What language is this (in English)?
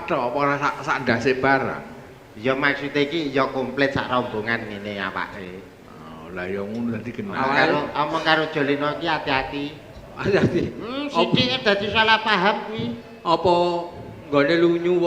Javanese